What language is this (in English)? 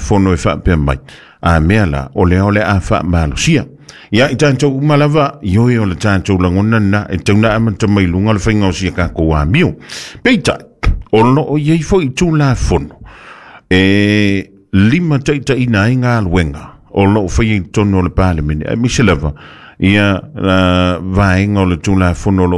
Samoan